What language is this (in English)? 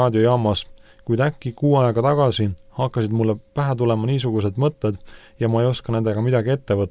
Estonian